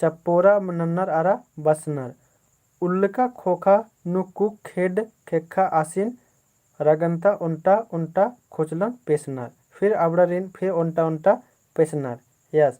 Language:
Kurukh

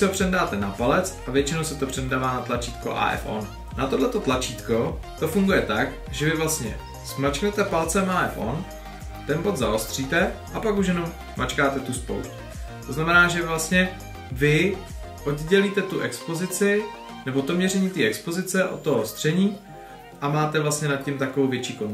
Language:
Czech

